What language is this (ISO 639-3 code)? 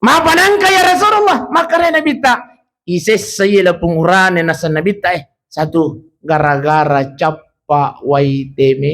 bug